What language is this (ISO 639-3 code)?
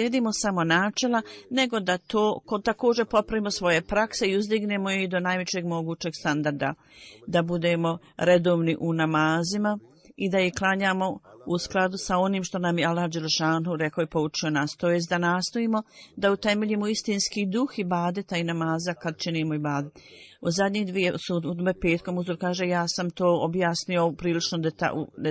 bos